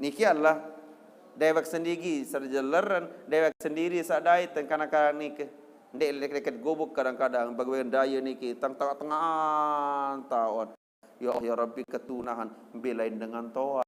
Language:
Sasak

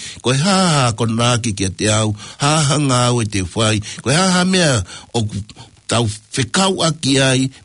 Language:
Tongan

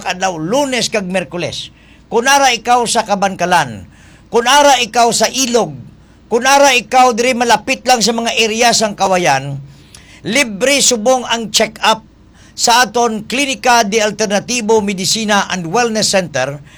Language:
Hiligaynon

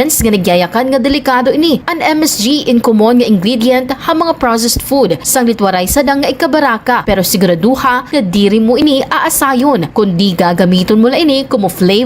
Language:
Waray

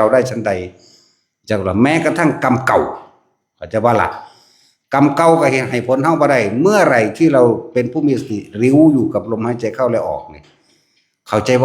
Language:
Northeastern Thai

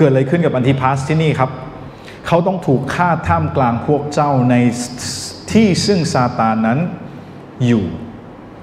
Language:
Thai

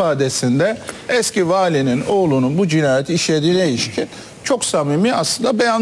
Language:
Turkish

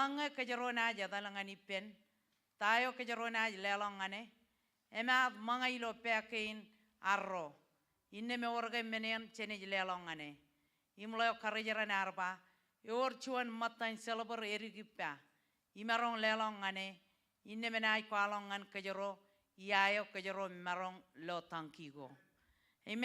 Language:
Marshallese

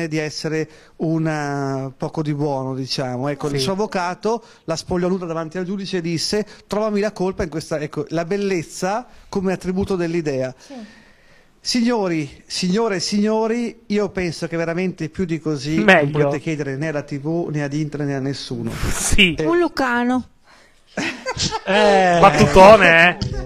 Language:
Italian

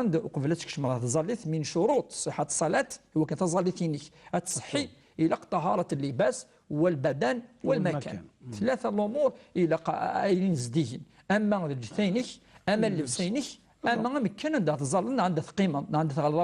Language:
Kabyle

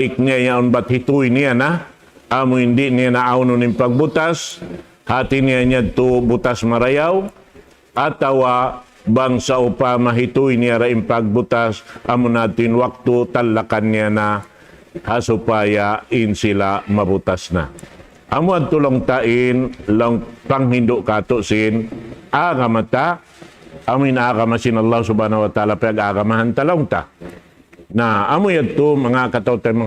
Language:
Tausug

